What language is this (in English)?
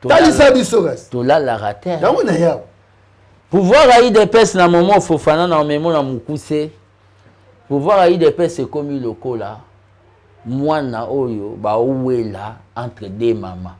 Lingala